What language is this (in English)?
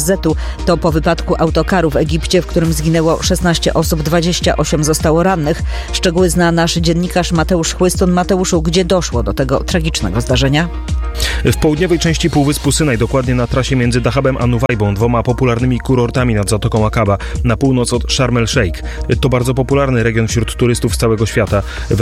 Polish